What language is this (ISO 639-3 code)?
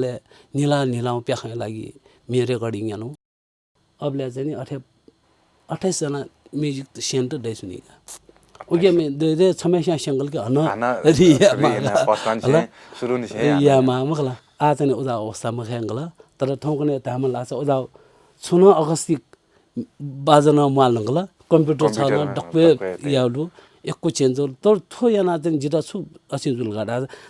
new